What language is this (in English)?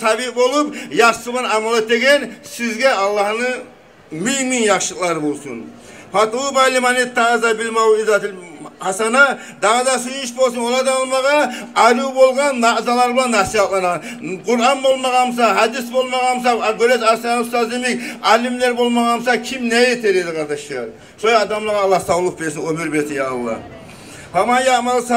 Kumyk